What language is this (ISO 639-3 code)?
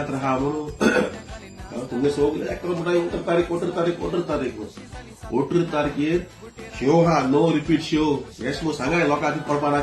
kok